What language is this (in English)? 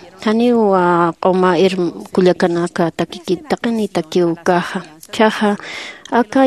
Aymara